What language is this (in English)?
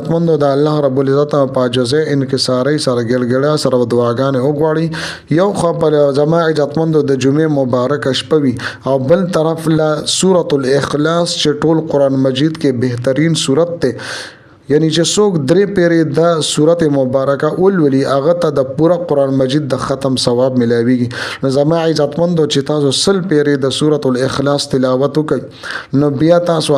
Pashto